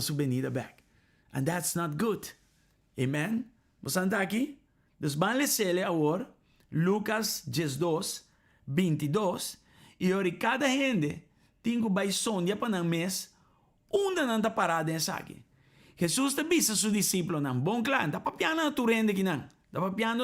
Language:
Papiamento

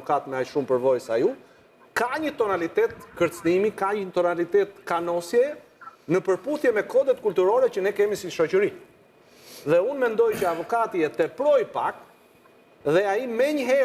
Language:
Albanian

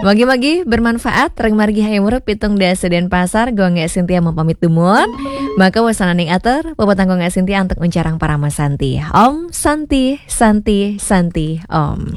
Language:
Balinese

